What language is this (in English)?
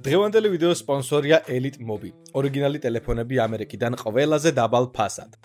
Georgian